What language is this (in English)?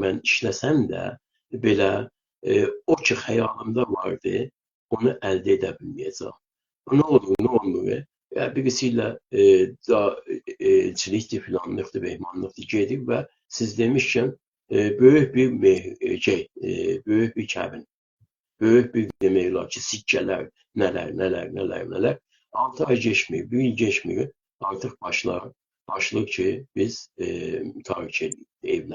South Azerbaijani